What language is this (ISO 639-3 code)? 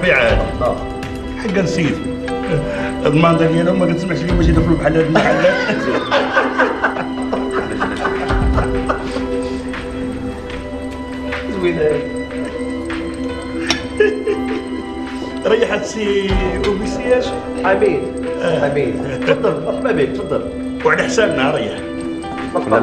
ary